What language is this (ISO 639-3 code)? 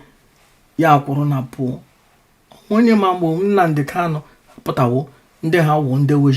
ibo